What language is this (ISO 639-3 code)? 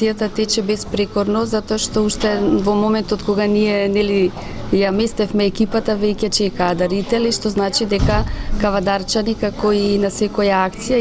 mkd